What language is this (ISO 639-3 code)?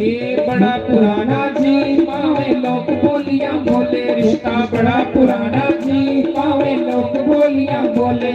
doi